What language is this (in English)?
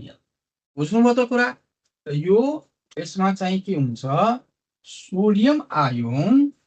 Nepali